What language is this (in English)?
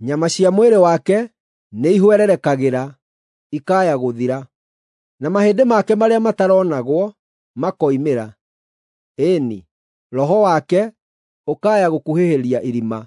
Kikuyu